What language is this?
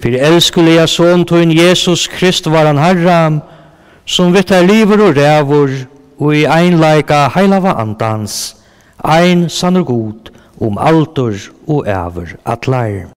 Faroese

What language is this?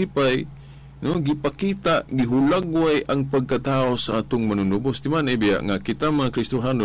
Cebuano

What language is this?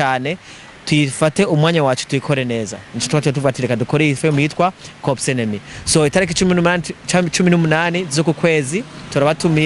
Rundi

